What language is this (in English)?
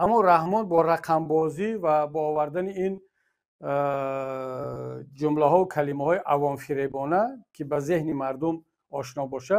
Tajik